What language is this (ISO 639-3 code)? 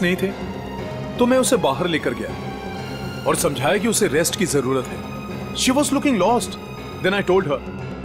hin